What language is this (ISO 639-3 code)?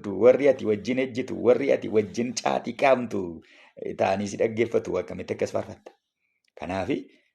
orm